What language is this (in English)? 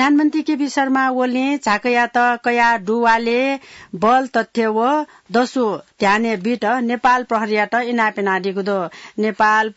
Newari